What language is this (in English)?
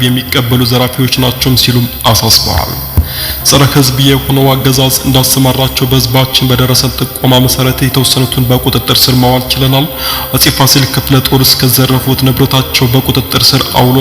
Amharic